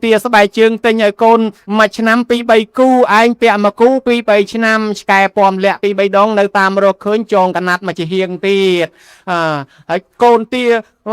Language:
Khmer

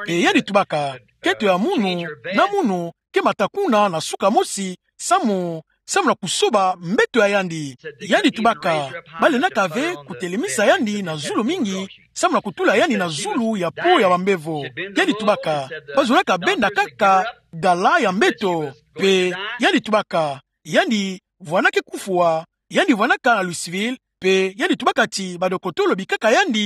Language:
Kituba (Democratic Republic of Congo)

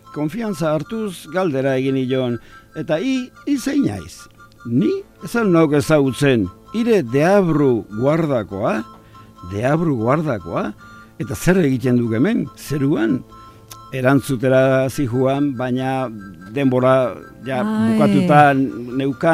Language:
Basque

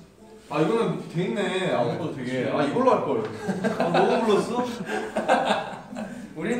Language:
Korean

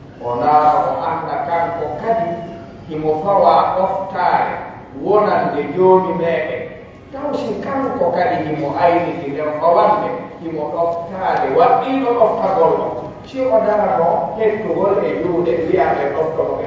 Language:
Pular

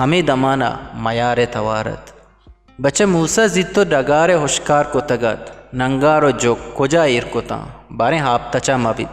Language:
Eastern Balochi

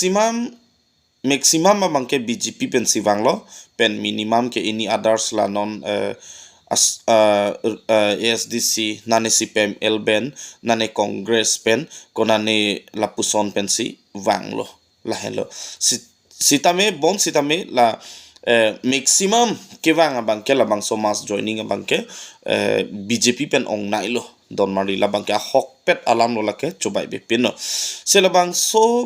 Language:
Karbi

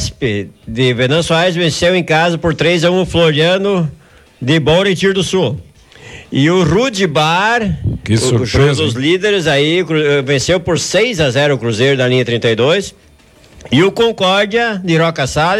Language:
Portuguese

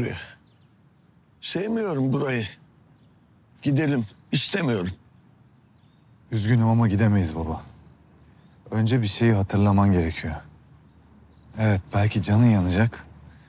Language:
Turkish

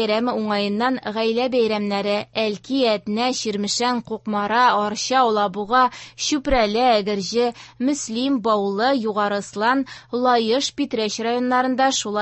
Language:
Tatar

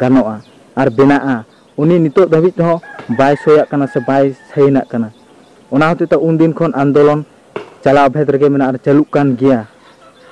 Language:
Santali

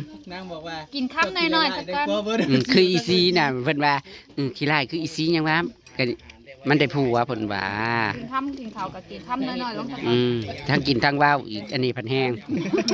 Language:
Northeastern Thai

